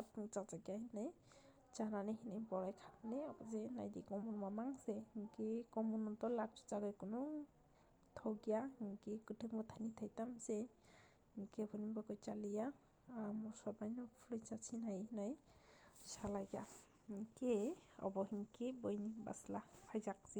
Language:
Kok Borok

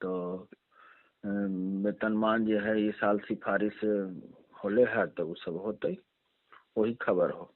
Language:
Magahi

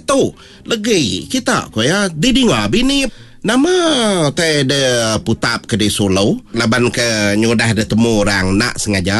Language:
Iban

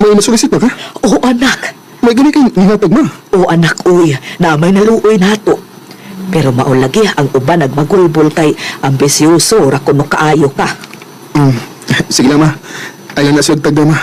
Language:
Cebuano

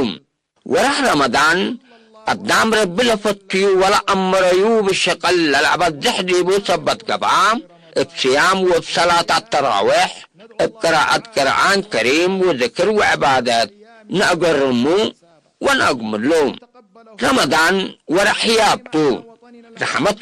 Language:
Tigre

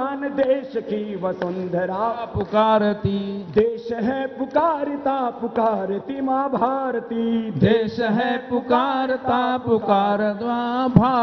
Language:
Hindi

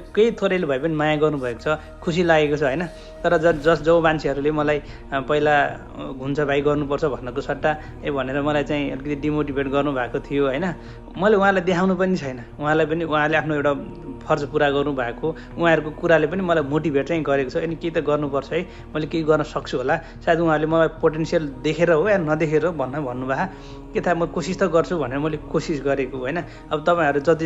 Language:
Nepali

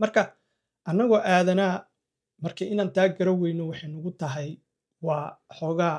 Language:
Somali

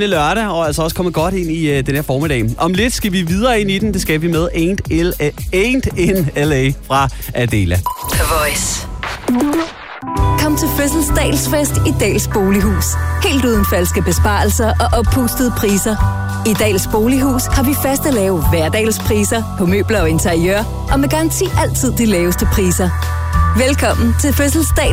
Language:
Danish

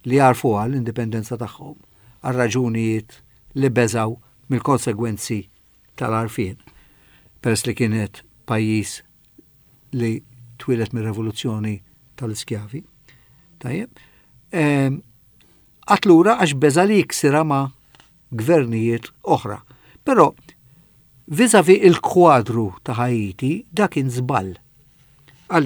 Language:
Maltese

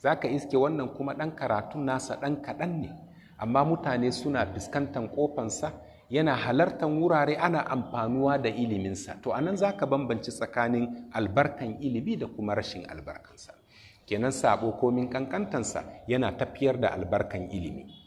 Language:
Hausa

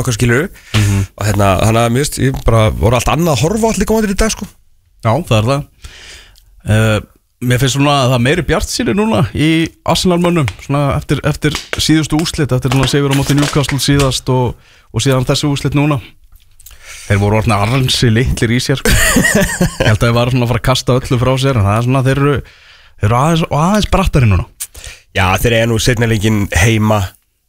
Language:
Icelandic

